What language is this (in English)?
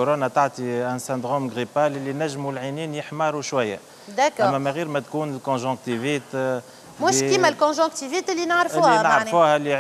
Tunisian Arabic